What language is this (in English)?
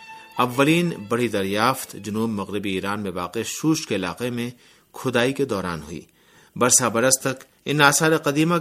Urdu